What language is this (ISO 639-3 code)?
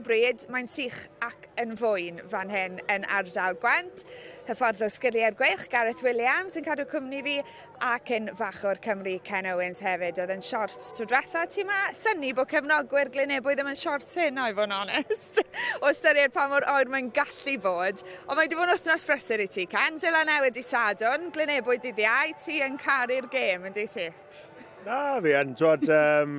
cym